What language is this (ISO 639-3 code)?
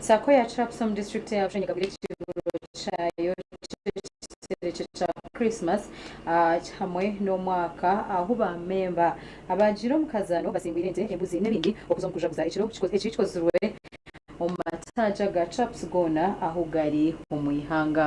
nyn